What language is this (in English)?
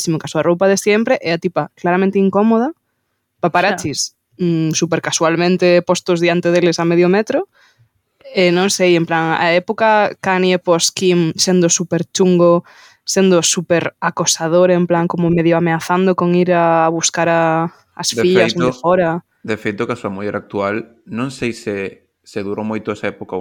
Galician